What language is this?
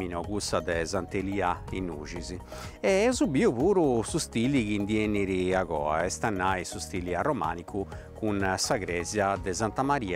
Sardinian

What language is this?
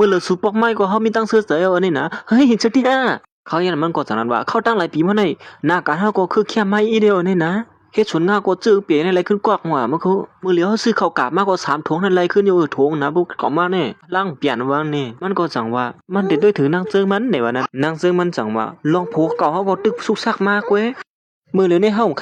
Shan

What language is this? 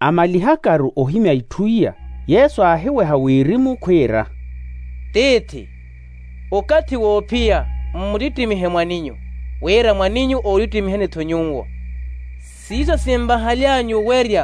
Makhuwa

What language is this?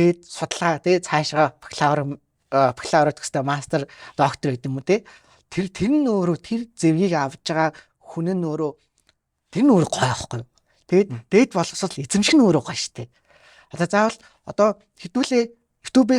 Mongolian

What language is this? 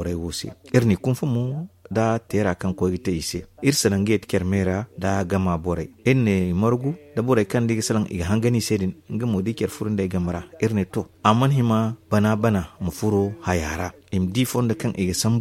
Zarma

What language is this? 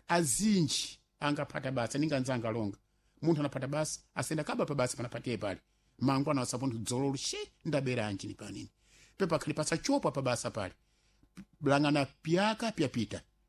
Sena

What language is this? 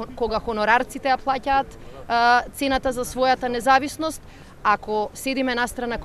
Macedonian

